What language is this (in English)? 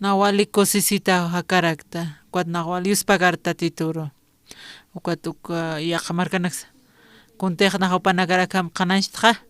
Aymara